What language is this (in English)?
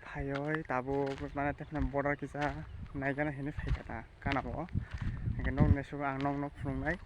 Kok Borok